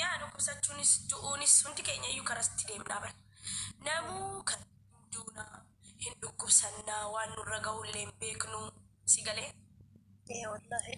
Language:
Oromo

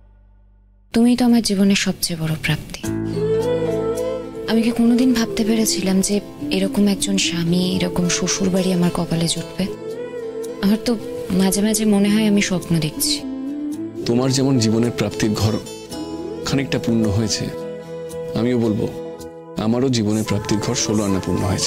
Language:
Bangla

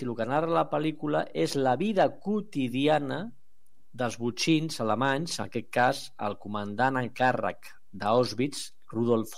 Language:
Catalan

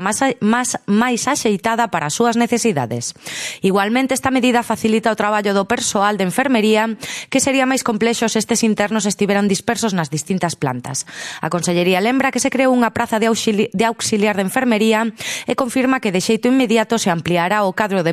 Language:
Galician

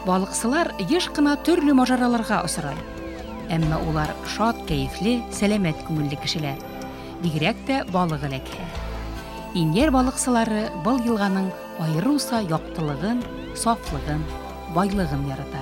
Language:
Bashkir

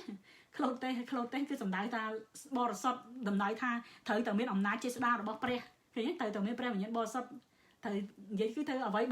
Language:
Khmer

